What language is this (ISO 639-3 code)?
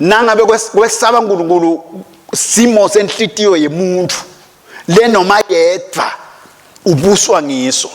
ssw